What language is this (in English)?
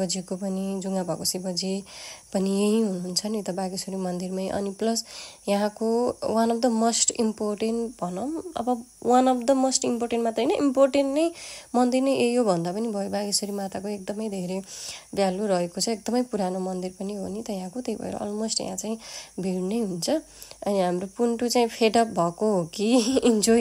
Nepali